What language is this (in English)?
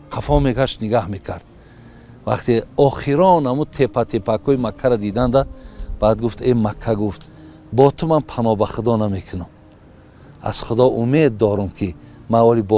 Tajik